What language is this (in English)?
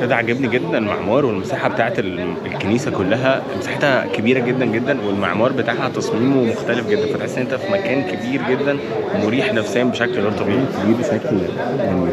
Egyptian Arabic